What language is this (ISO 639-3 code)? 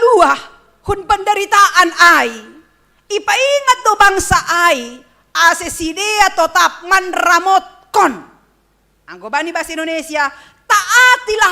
bts